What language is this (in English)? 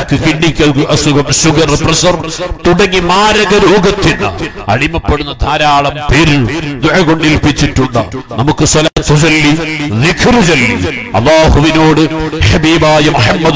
Malayalam